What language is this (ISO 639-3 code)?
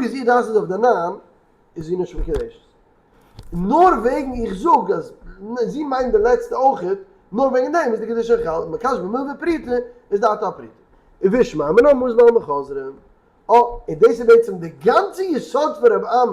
yid